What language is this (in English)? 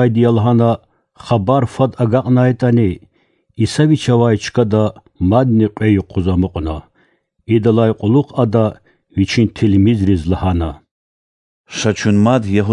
Lezghian